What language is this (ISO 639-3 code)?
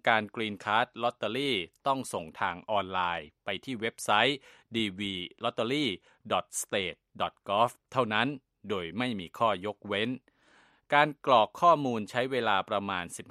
tha